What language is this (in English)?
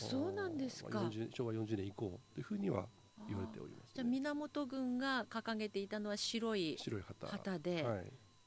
Japanese